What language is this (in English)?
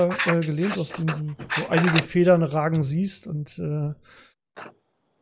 German